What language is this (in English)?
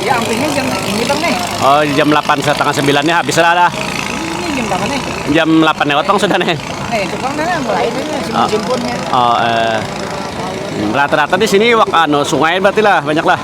Banjar